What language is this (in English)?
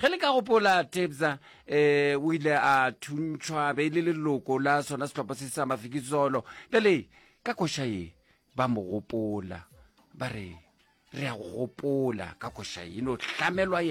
Northern Sotho